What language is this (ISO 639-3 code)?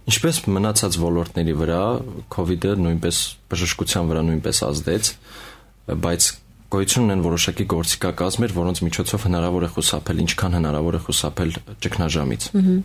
hye